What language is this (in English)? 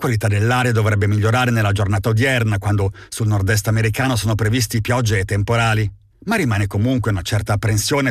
Italian